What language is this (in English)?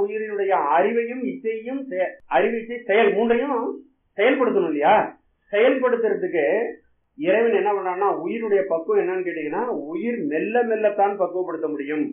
Tamil